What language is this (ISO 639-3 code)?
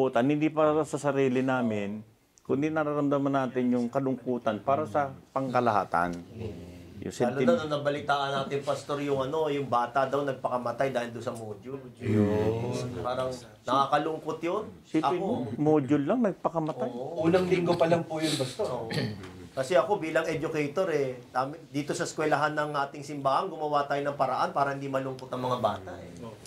fil